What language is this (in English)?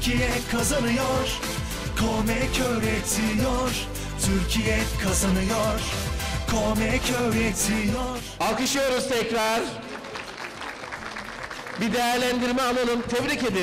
Turkish